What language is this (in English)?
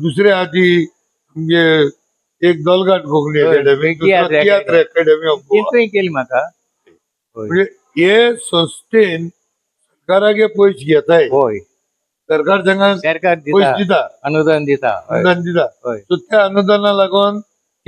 Konkani